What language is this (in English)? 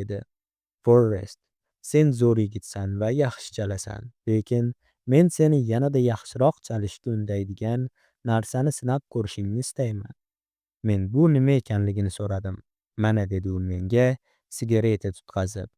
Uzbek